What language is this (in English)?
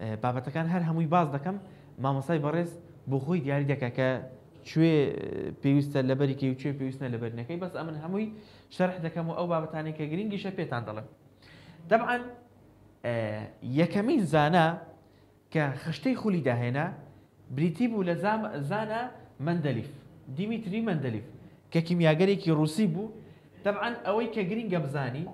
Central Kurdish